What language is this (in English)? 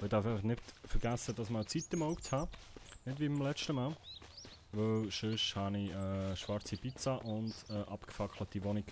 Swiss German